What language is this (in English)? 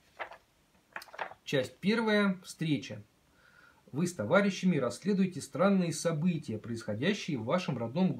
Russian